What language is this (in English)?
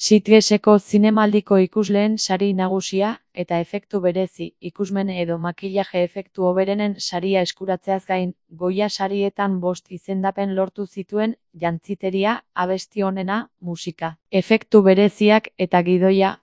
Basque